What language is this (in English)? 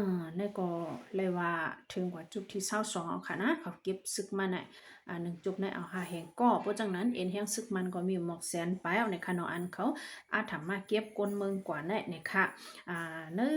Shan